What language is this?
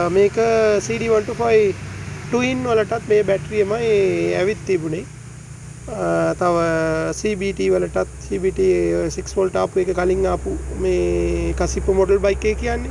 Sinhala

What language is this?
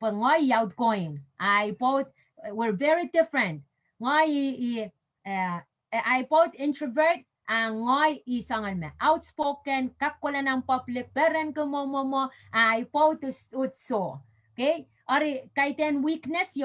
Pohnpeian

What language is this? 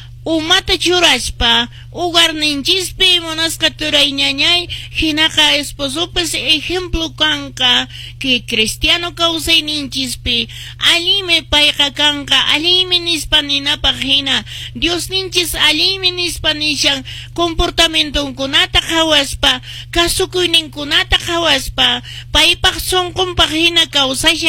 Quechua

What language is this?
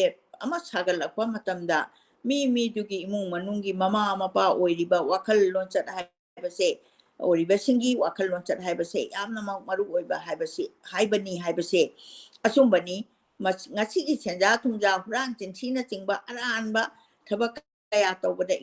Manipuri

